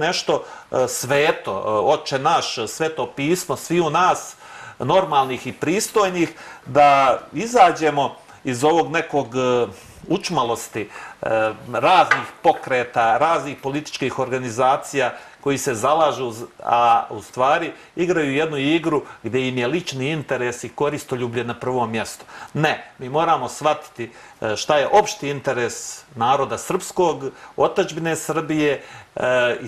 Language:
Serbian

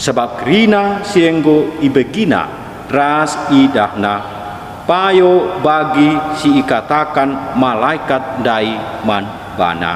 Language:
Batak Karo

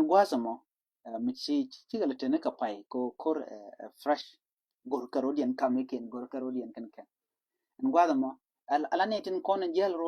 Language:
Nuer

